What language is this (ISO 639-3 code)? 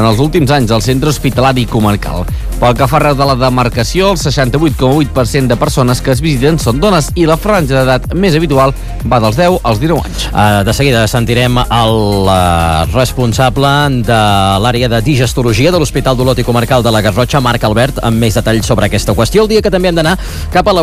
cat